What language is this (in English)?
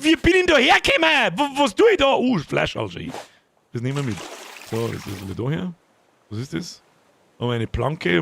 Bavarian